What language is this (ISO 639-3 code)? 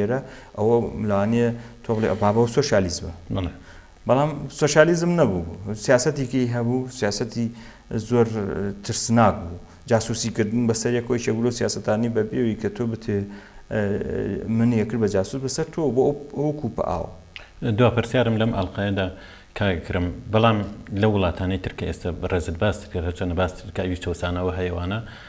ckb